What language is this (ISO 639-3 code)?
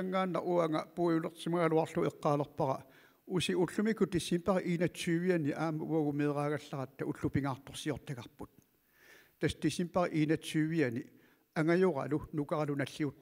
kal